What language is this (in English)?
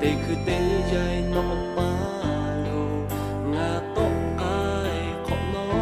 Lahu